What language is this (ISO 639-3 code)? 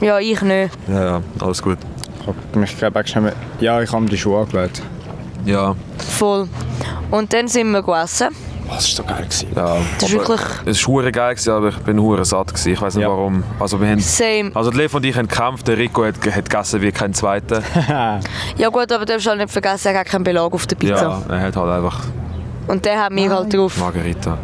gsw